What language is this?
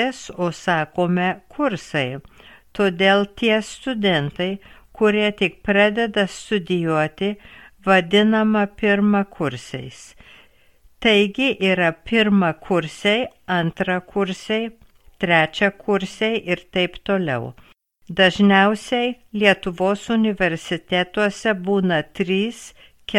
Lithuanian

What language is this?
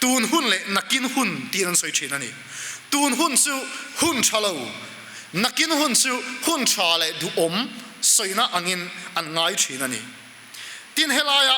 Mizo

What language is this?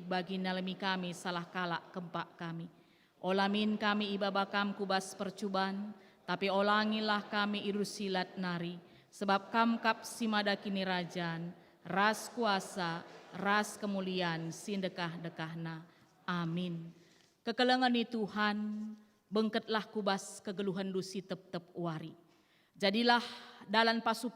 Batak Karo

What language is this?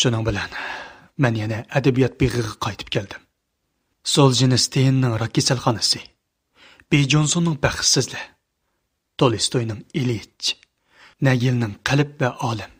Uyghur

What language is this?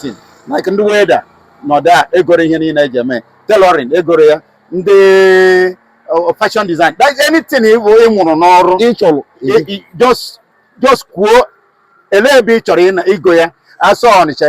Igbo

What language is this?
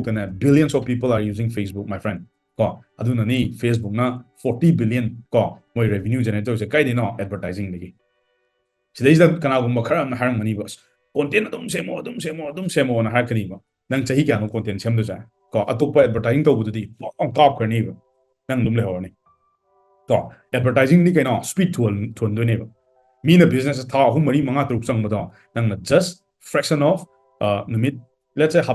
Manipuri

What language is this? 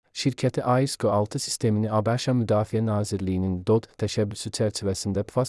Azerbaijani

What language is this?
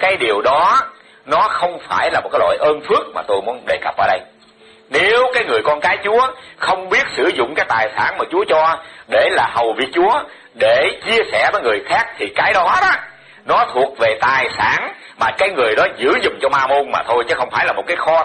Vietnamese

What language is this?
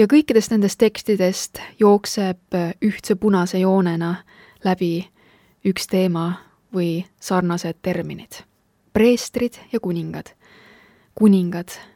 Estonian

